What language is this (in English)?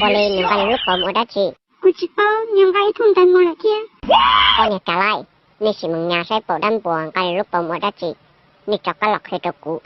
Hmong